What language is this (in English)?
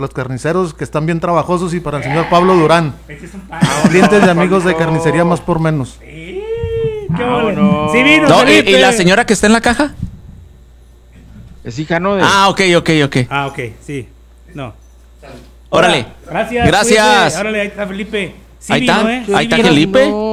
Spanish